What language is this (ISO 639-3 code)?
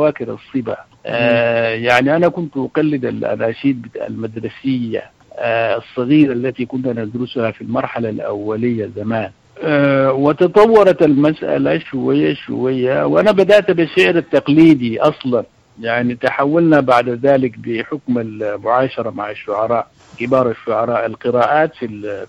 apd